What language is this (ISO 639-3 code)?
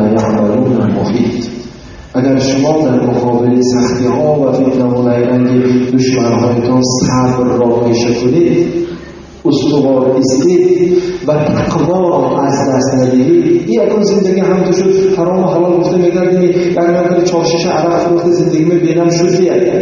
tgk